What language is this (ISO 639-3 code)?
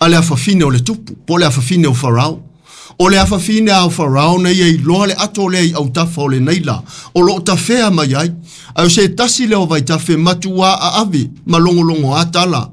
smo